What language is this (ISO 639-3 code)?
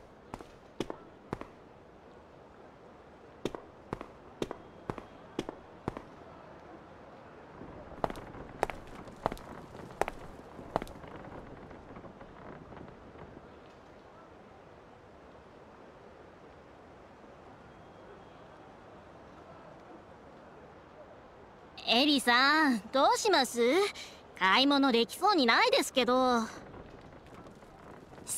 jpn